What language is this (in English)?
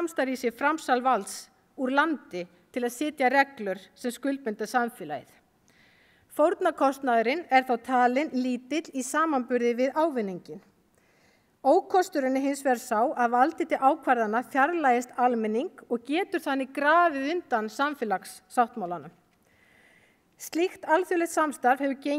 Icelandic